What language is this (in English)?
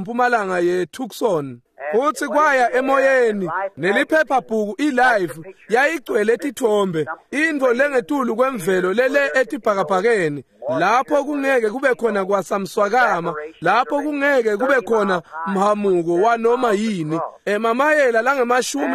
Swati